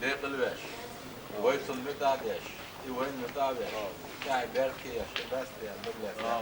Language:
Chechen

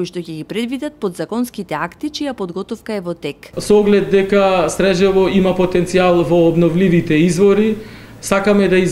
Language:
Macedonian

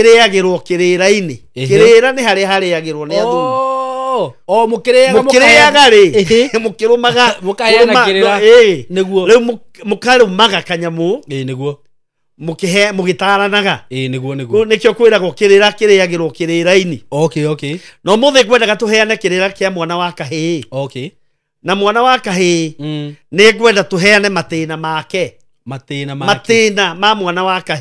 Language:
Kikuyu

